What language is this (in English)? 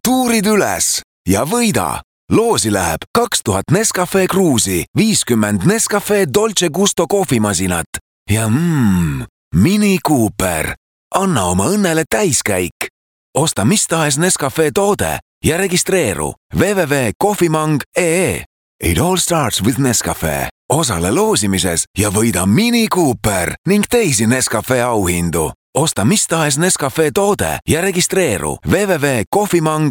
Estonian